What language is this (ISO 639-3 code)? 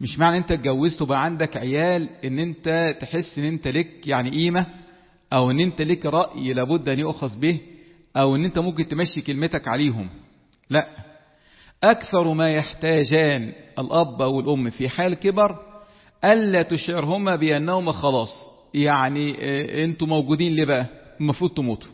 arz